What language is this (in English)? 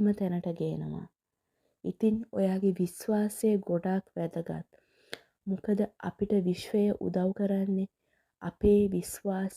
Sinhala